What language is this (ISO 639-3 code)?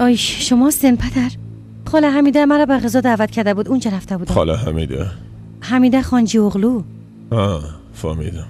fas